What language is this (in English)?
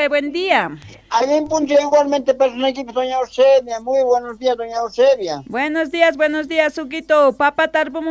South Bolivian Quechua